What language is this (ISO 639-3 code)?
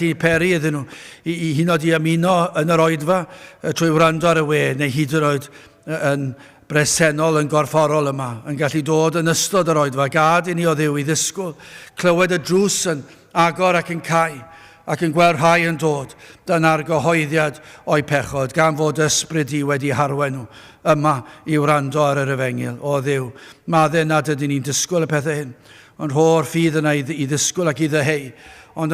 cym